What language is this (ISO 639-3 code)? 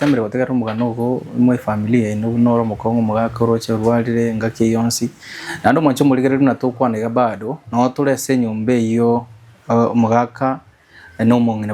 guz